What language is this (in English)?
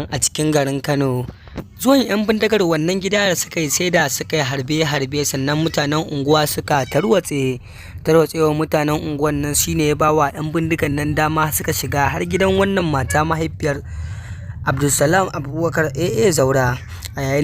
Hausa